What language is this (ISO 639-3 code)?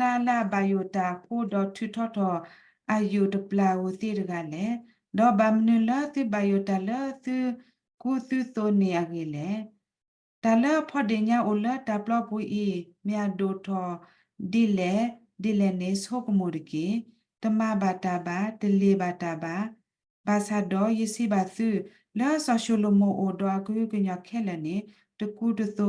ksw